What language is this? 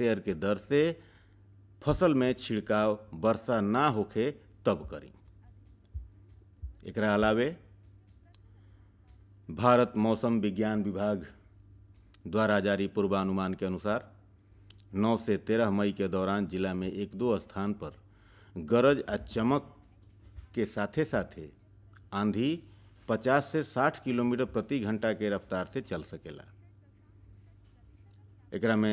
Bhojpuri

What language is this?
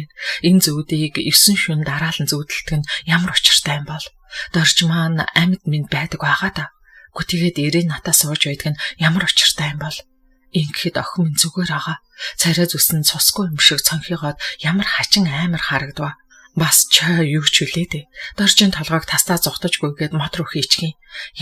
Mongolian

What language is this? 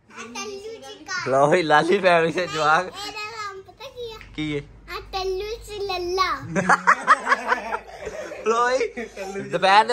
Punjabi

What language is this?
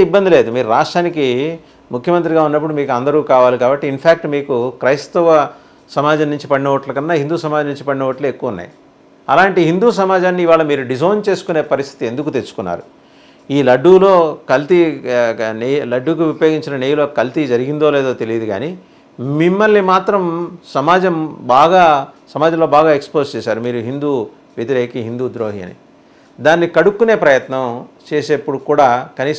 Telugu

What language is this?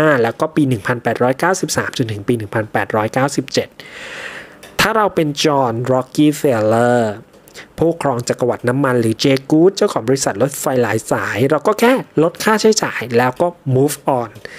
Thai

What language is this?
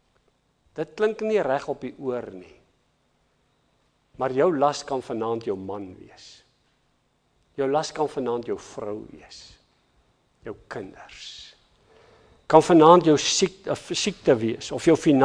Afrikaans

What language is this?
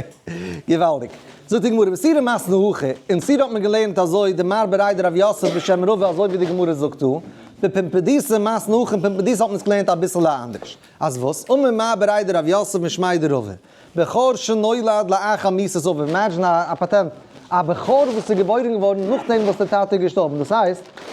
Yiddish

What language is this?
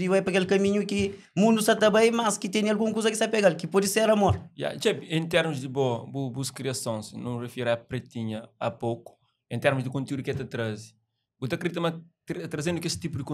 Kabuverdianu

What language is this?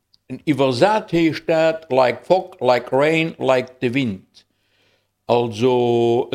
Luxembourgish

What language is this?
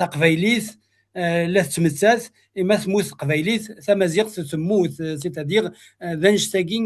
Kabyle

